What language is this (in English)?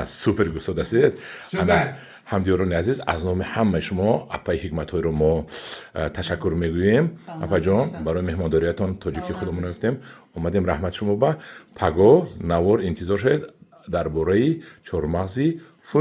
Tajik